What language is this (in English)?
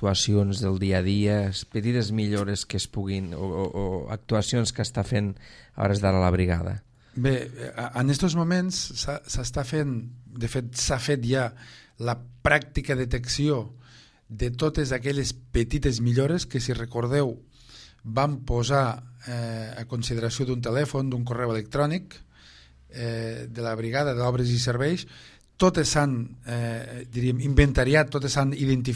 Catalan